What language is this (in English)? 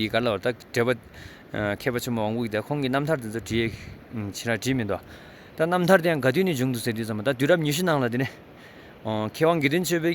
Tibetan